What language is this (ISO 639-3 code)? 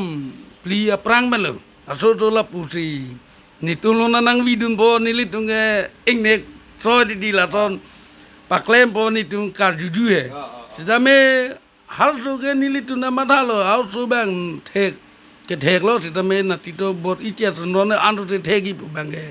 mjw